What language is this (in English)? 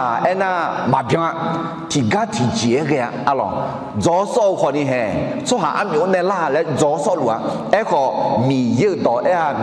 Akha